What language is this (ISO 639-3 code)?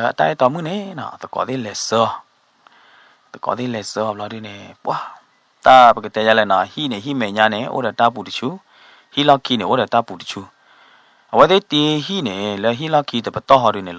ksw